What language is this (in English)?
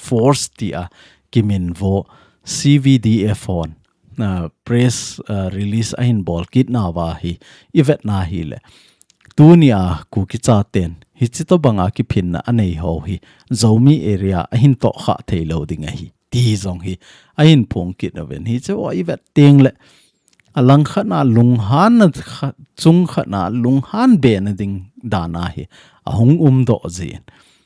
Thado Chin